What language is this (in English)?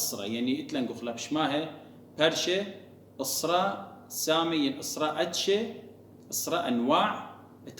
Assyrian Neo-Aramaic